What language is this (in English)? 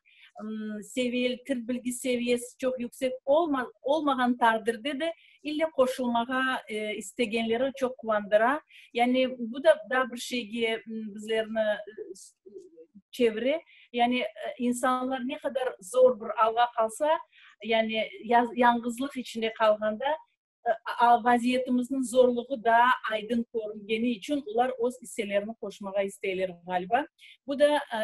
Crimean Tatar